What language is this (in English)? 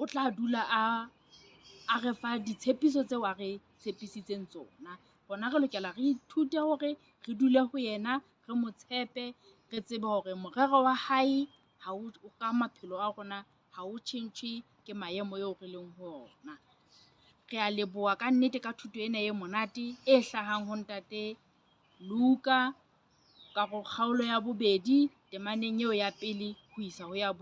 Southern Sotho